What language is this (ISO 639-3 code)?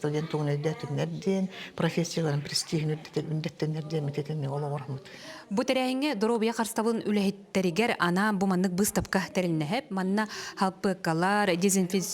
sah